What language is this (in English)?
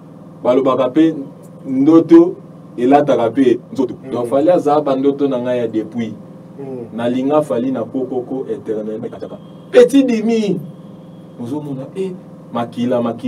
Lingala